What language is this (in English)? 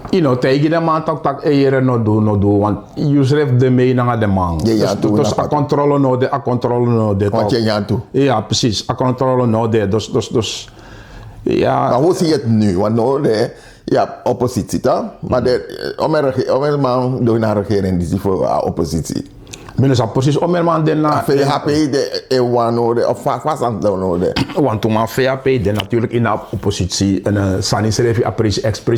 Sranan Tongo